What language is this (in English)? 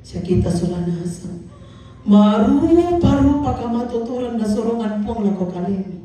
Toraja-Sa'dan